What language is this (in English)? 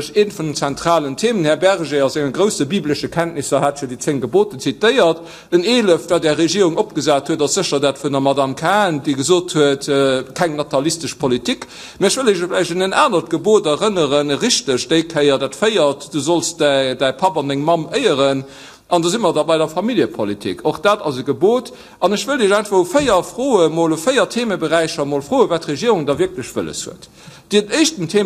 Luxembourgish